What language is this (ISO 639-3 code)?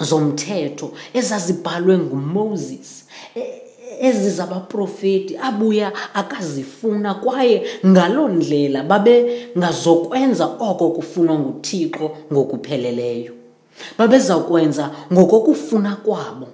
xho